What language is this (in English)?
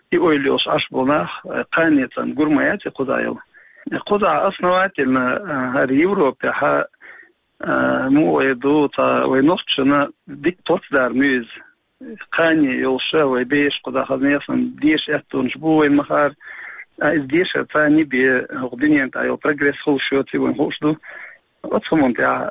Chechen